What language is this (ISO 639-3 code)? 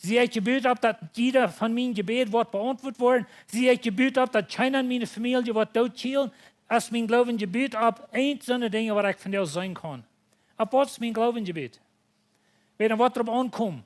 pdt